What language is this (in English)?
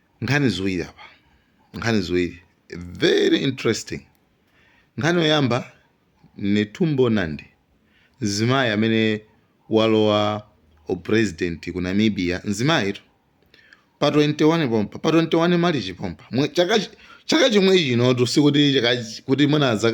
Nyanja